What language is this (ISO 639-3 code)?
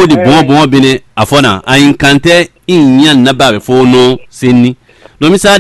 fon